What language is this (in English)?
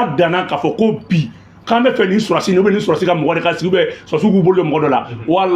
Bambara